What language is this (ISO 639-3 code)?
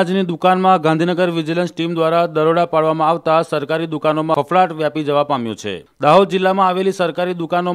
guj